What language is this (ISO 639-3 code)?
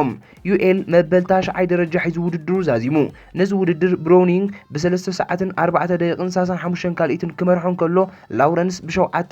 tir